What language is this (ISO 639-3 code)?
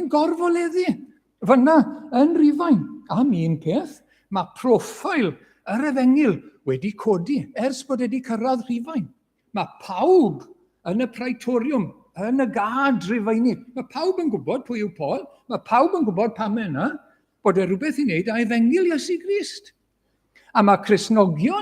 cym